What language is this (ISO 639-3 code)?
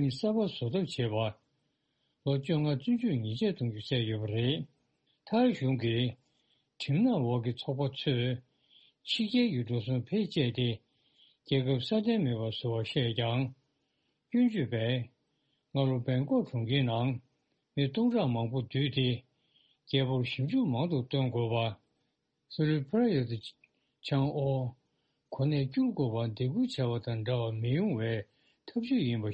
bod